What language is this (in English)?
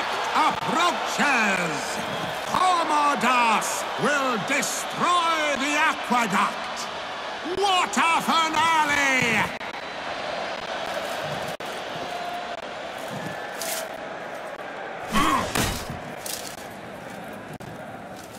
English